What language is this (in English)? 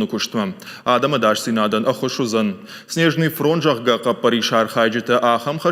Ossetic